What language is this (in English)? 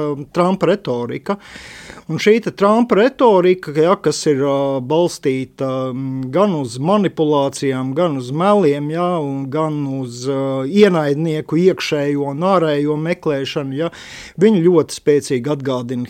Latvian